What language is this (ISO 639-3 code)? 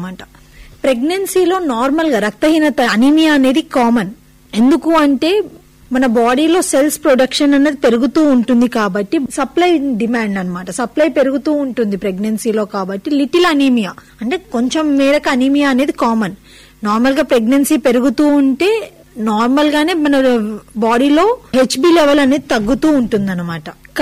tel